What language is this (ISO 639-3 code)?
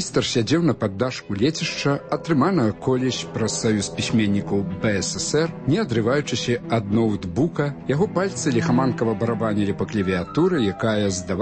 bel